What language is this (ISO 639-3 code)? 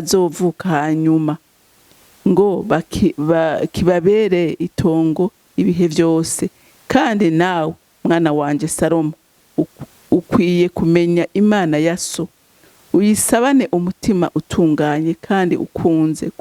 run